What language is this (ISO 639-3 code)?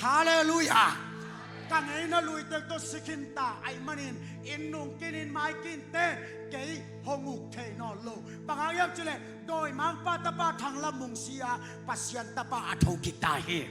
ctd